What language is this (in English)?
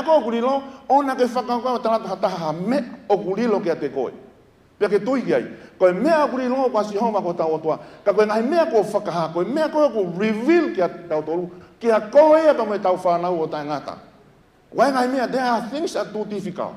Tongan